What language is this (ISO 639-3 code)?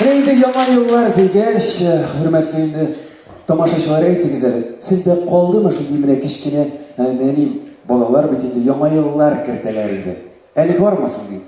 tat